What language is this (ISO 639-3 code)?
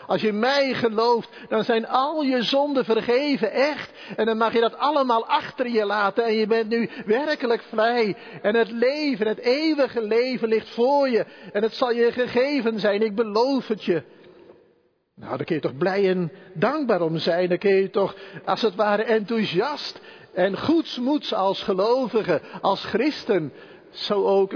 nld